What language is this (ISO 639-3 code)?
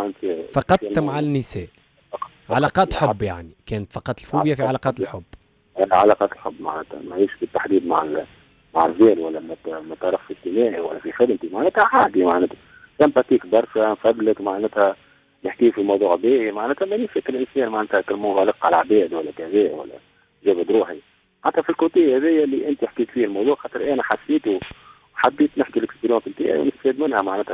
aeb